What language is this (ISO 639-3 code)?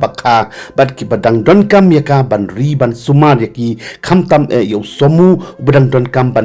kha